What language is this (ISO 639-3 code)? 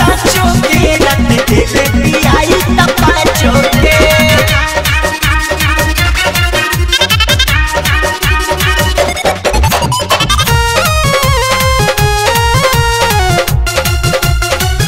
bho